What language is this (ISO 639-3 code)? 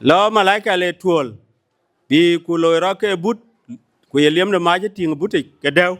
din